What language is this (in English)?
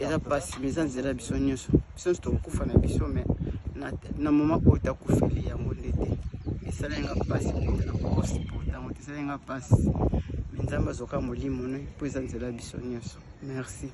Lingala